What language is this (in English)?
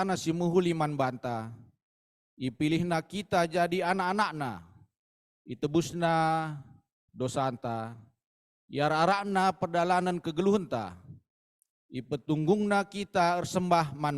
Batak Karo